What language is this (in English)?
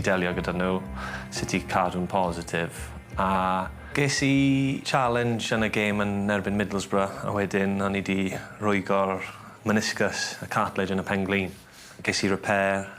Welsh